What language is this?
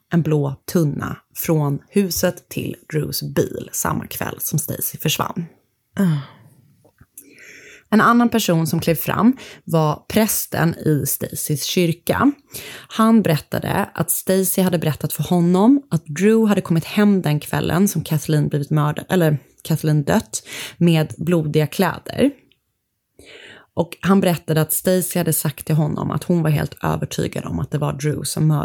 Swedish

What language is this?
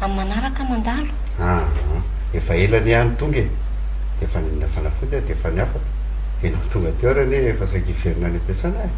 Malagasy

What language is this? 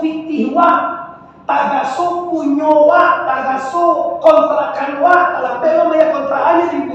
Minangkabau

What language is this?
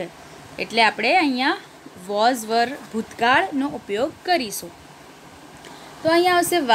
Gujarati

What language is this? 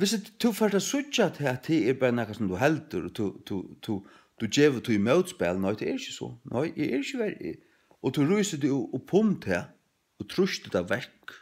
Faroese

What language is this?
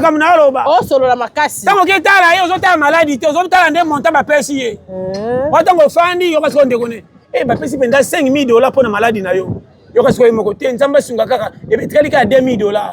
Lingala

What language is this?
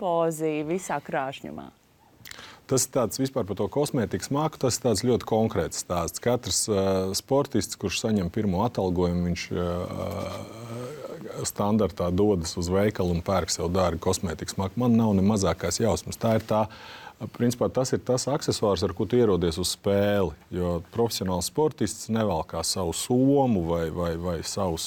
Latvian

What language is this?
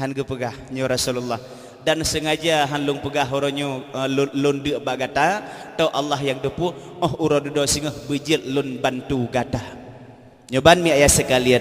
Achinese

